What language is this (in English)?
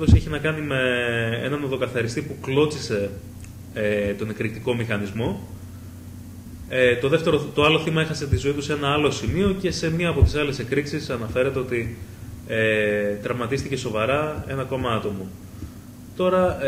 Greek